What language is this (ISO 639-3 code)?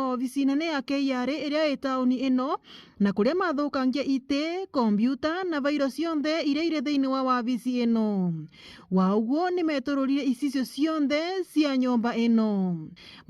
mer